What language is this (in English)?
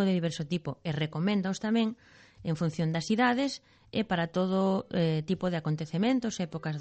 Galician